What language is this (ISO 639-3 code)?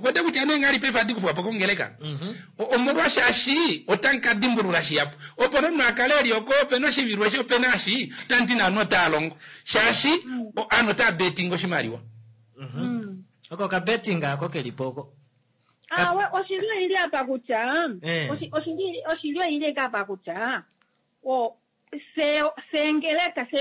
kua